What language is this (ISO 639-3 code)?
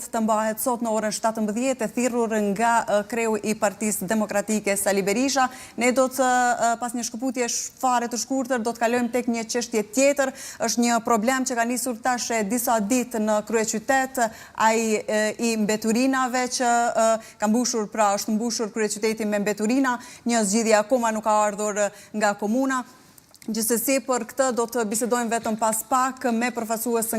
sqi